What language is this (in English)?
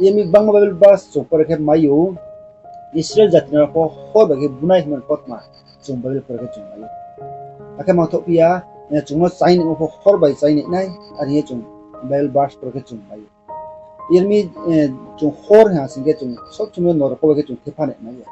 Riang (India)